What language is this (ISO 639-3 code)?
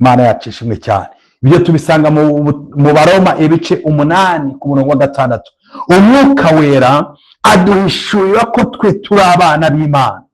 kin